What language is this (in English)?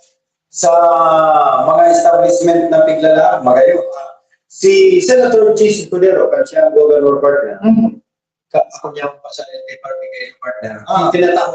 Bikol